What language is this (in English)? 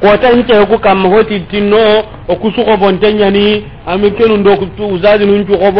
Soninke